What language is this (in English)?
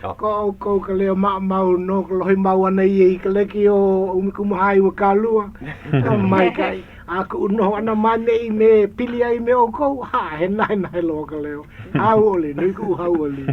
Hawaiian